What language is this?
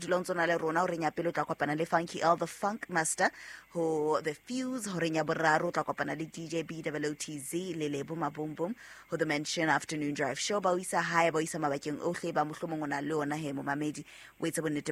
Southern Sotho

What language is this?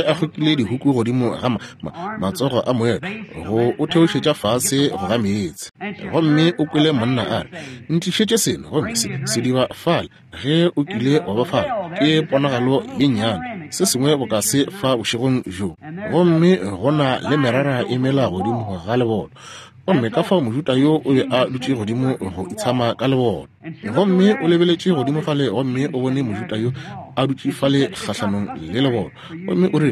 Northern Sotho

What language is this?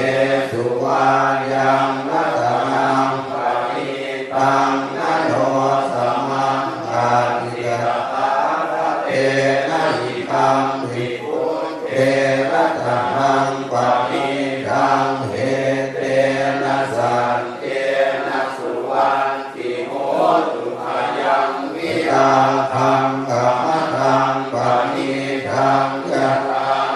Pali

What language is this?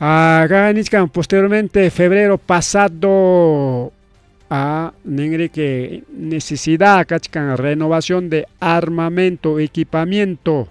Ayacucho Quechua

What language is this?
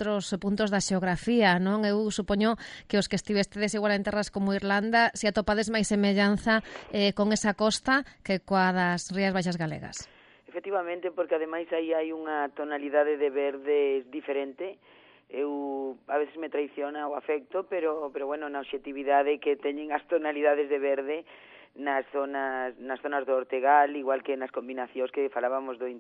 Galician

